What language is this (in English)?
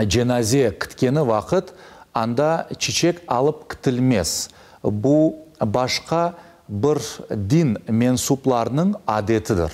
Crimean Tatar